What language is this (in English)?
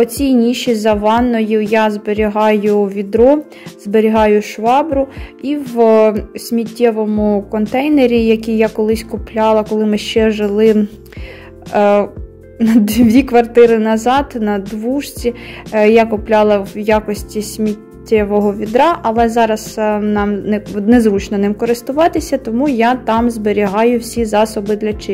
Ukrainian